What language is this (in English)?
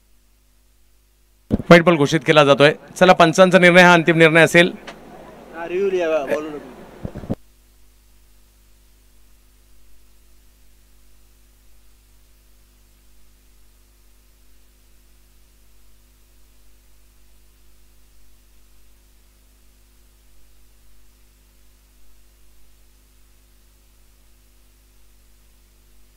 Marathi